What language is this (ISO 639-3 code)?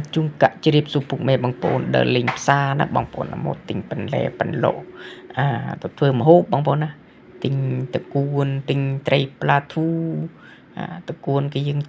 khm